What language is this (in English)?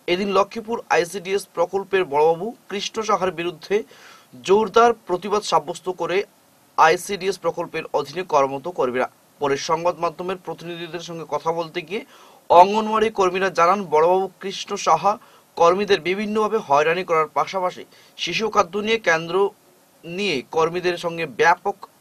Bangla